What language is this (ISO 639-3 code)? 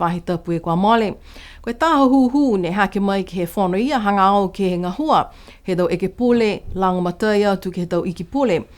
niu